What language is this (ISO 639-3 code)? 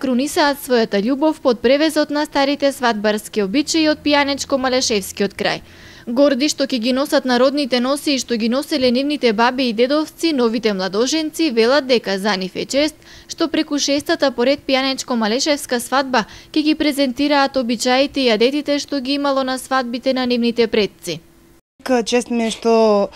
mkd